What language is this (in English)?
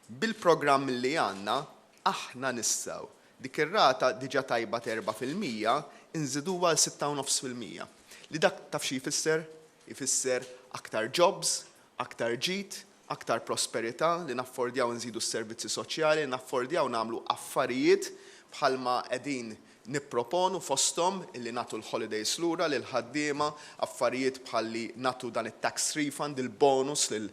Maltese